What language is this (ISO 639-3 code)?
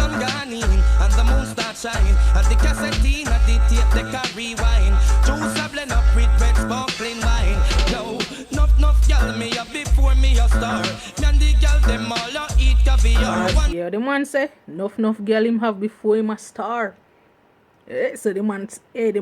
jam